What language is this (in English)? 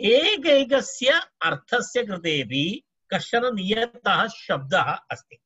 Sanskrit